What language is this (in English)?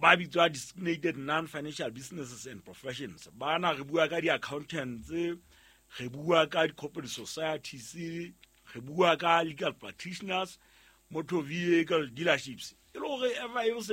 Southern Sotho